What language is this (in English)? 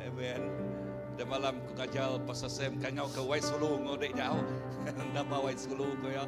Iban